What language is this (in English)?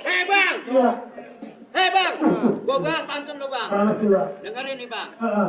Betawi